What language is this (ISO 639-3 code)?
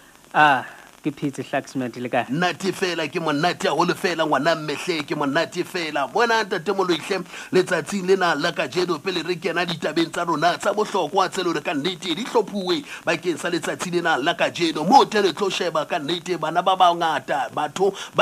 sot